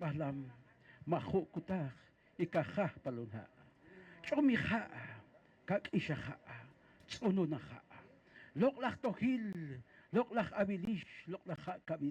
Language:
Poqomchi'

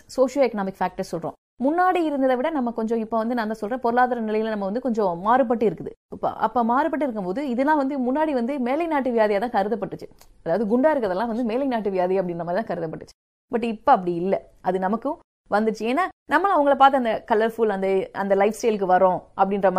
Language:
Tamil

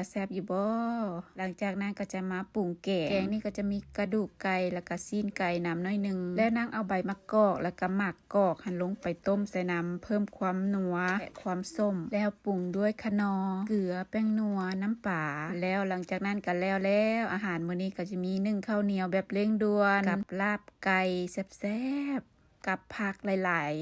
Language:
Lao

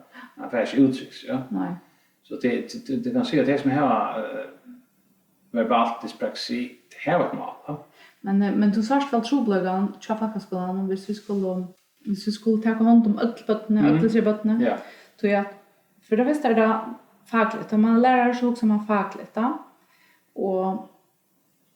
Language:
Faroese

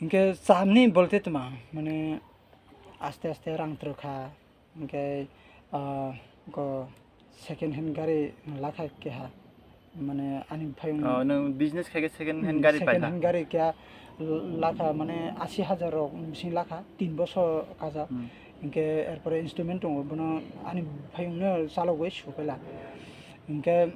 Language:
Kok Borok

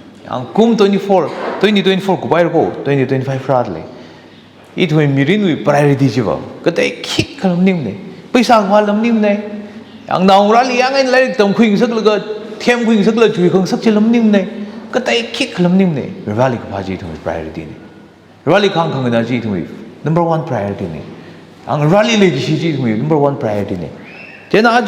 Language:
Tangkhul Naga (India)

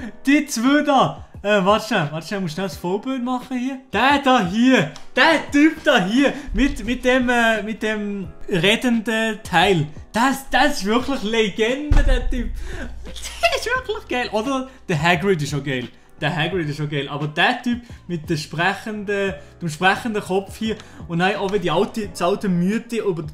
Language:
Swiss German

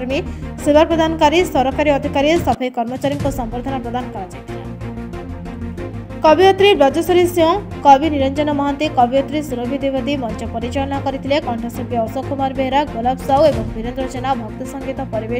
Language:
Odia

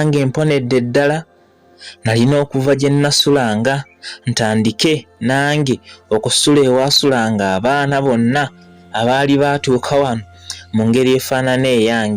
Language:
Ganda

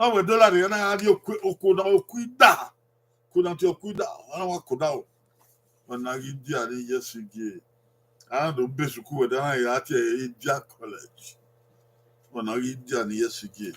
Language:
Bini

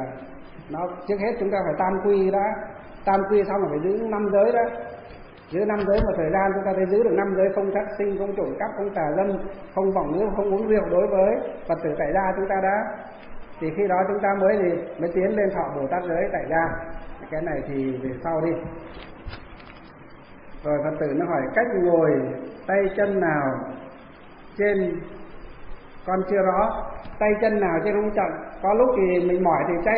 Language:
Vietnamese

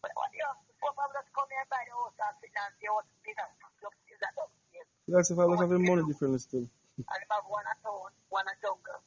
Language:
Jamaican Creole English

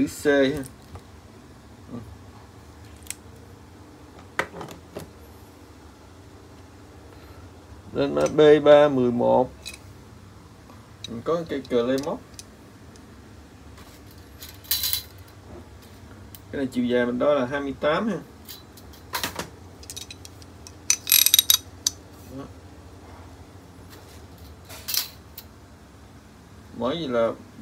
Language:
Vietnamese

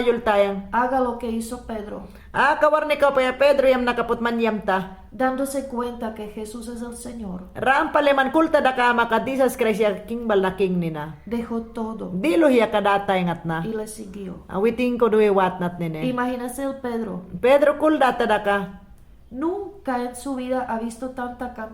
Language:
Mayangna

